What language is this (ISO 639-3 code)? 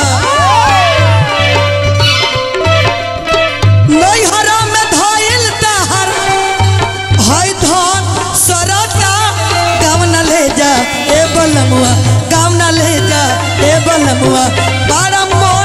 bho